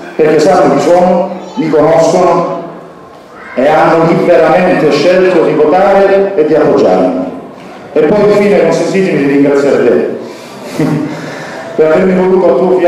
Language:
Italian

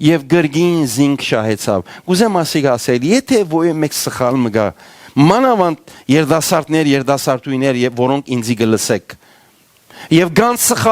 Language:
Western Armenian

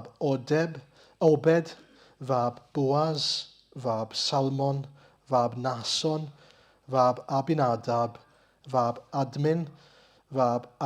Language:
Welsh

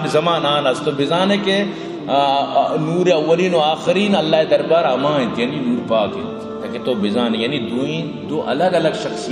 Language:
Baluchi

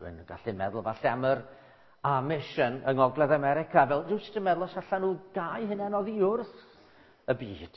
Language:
Welsh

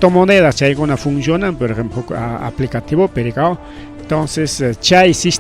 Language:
Ayacucho Quechua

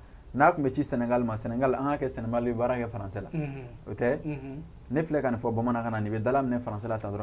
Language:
Bambara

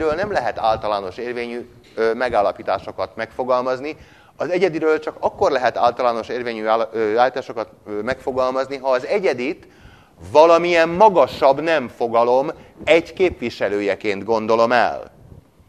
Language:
Hungarian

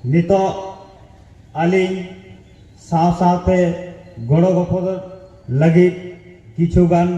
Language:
Santali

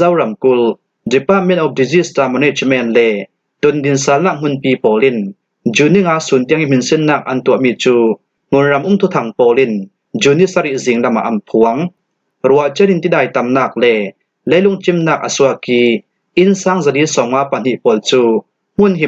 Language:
Falam Chin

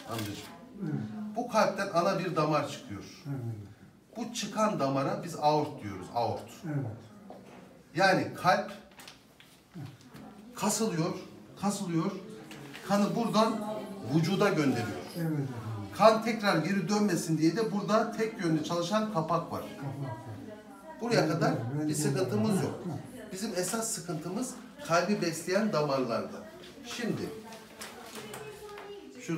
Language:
Turkish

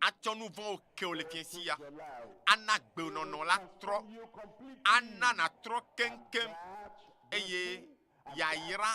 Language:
Ewe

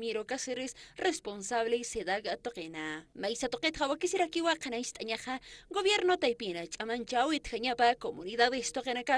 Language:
Aymara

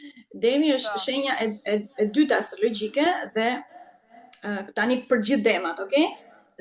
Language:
Albanian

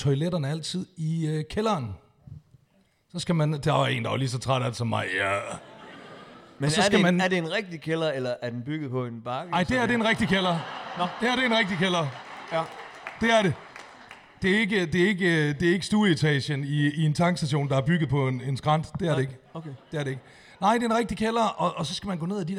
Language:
Danish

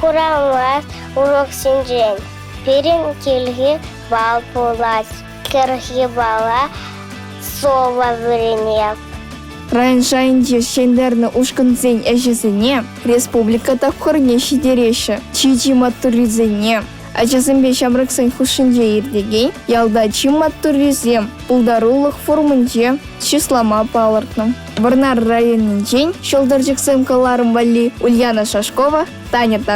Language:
Chuvash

